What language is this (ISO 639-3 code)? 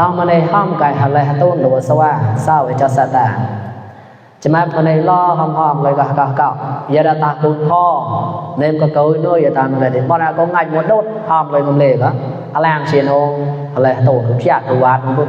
mnw